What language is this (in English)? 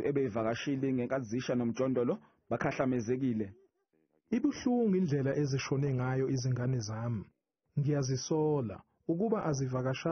Zulu